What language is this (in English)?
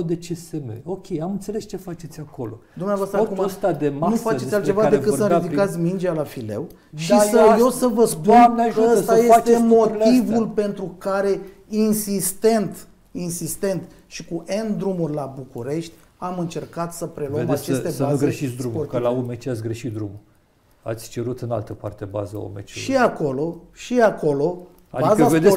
Romanian